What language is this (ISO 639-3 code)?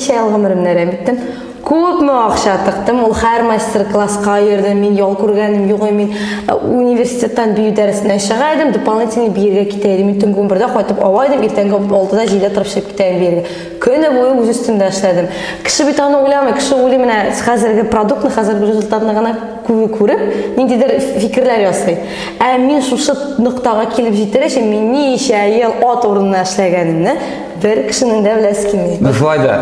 tat